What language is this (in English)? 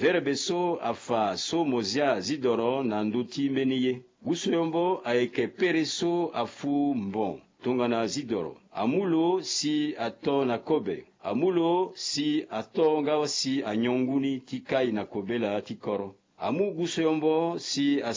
Sango